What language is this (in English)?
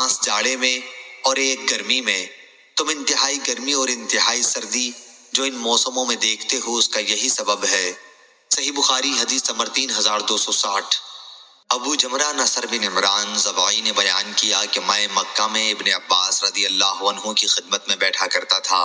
Urdu